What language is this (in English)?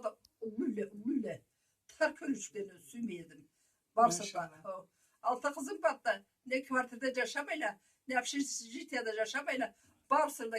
Karachay-Balkar